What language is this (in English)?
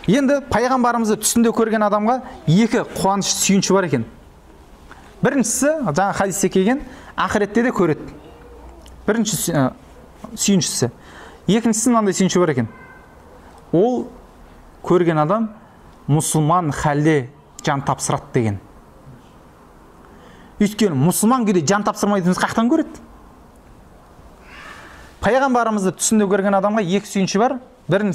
Kazakh